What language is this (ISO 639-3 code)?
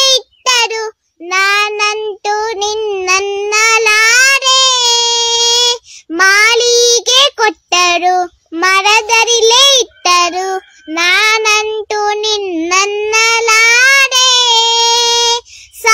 kan